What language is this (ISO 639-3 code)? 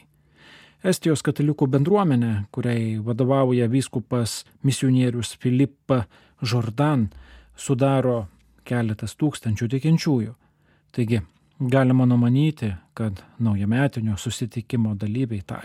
lit